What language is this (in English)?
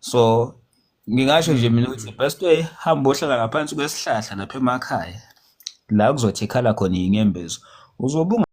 Zulu